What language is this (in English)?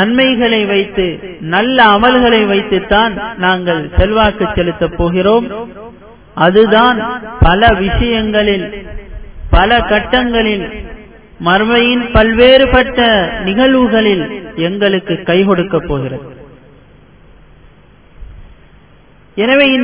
Tamil